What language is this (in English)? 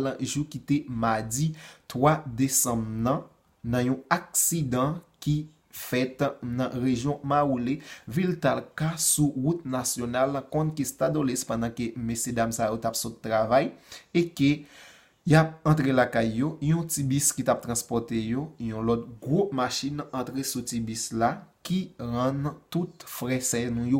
Haitian Creole